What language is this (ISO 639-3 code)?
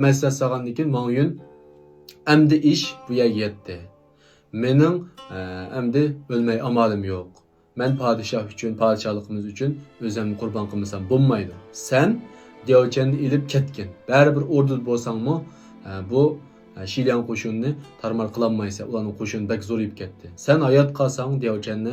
uig